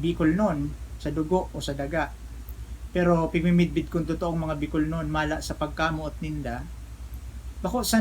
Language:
Bikol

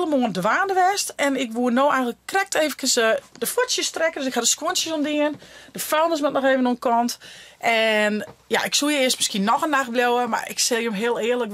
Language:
Western Frisian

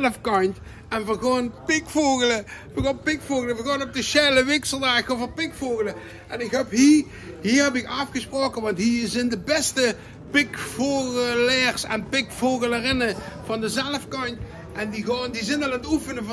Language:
Limburgish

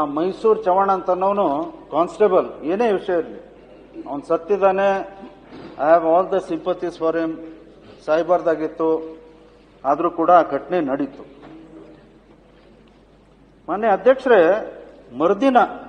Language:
Kannada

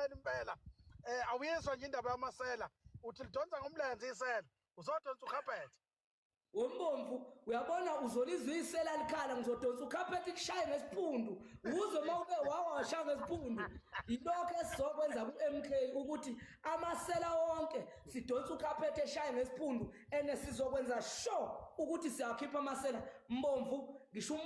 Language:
Zulu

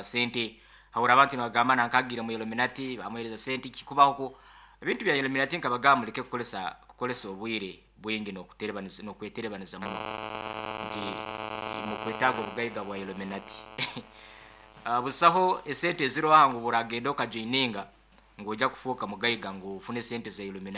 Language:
Nyoro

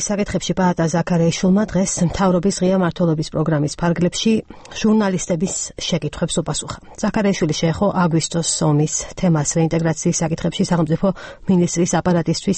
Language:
Georgian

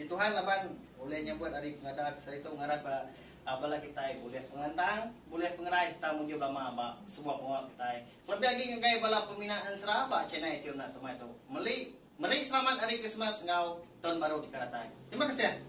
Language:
Iban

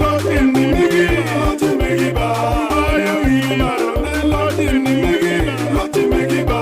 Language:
Acoli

